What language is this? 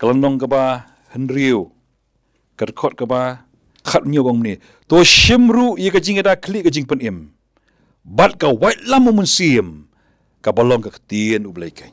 Khasi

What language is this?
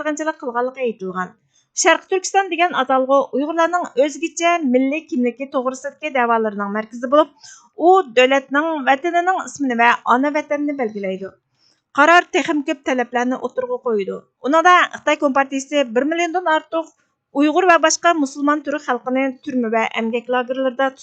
Uyghur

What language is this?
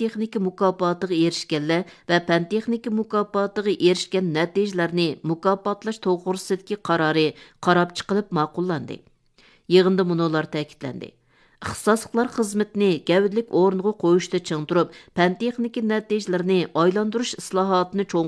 Uyghur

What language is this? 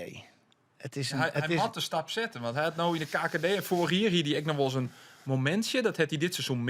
Western Frisian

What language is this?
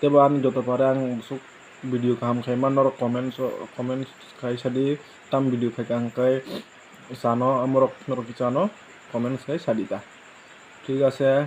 Kok Borok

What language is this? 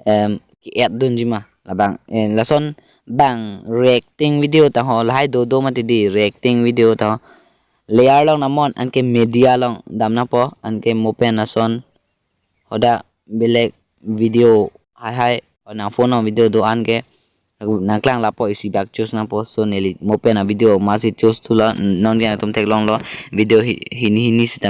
Karbi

